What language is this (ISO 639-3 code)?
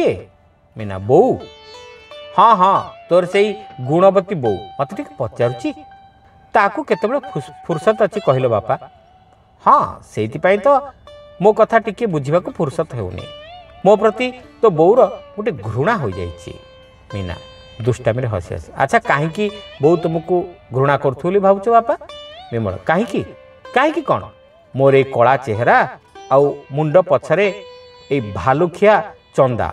ori